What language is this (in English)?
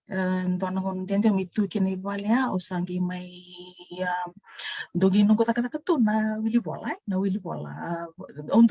Fijian